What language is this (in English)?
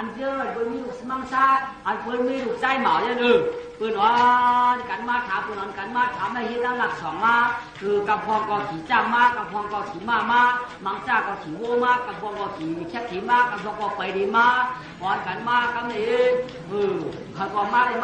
Shan